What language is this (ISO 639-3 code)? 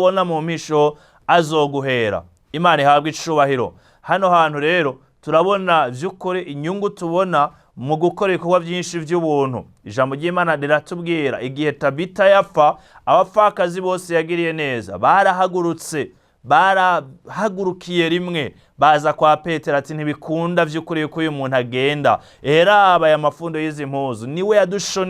run